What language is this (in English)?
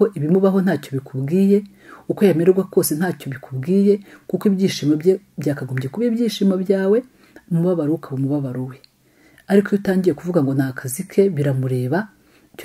Kinyarwanda